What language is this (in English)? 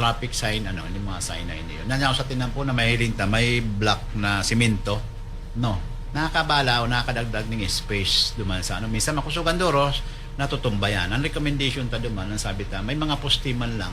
Bikol